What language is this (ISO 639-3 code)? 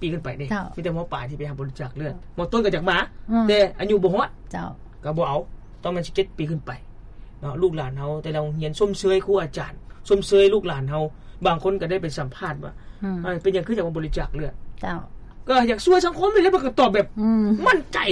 lao